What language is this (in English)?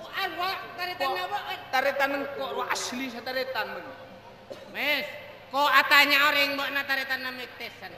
Madurese